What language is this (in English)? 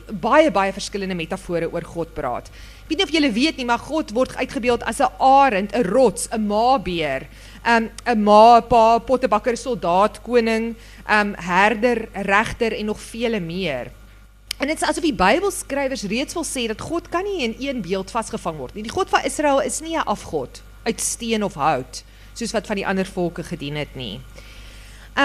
Afrikaans